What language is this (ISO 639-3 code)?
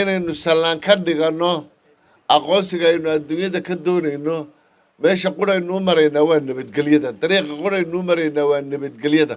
som